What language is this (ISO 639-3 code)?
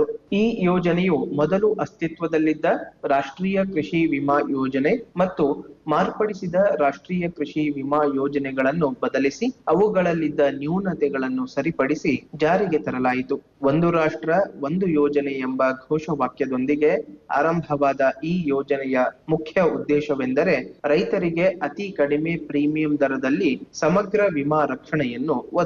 kan